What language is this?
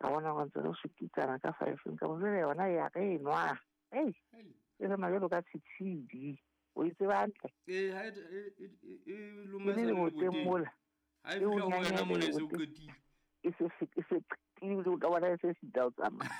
Southern Sotho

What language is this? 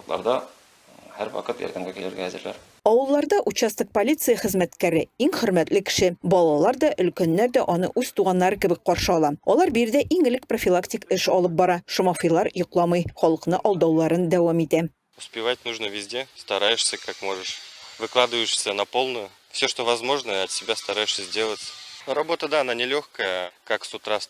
Tatar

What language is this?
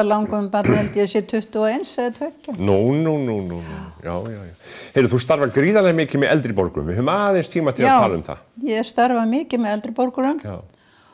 Icelandic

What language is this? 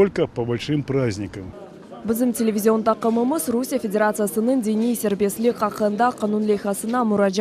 Crimean Tatar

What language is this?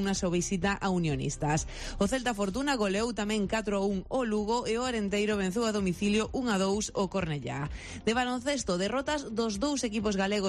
Galician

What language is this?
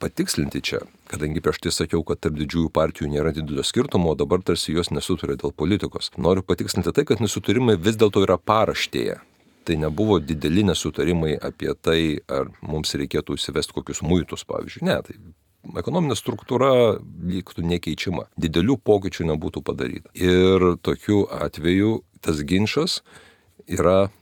Lithuanian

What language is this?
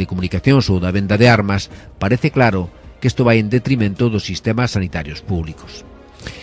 Galician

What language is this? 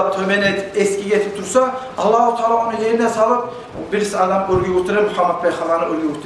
Kumyk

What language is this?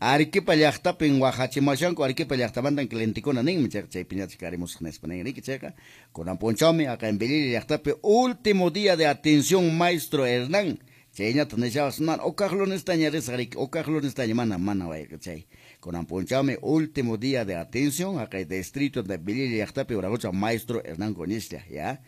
Quechua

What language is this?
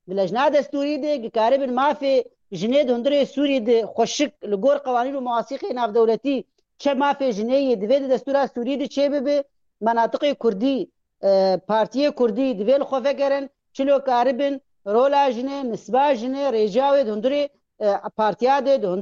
Kurdish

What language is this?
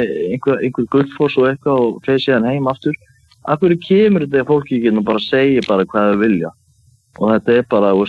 Icelandic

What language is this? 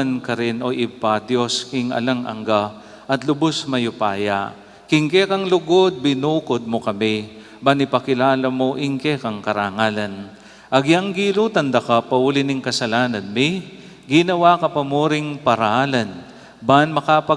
Pampanga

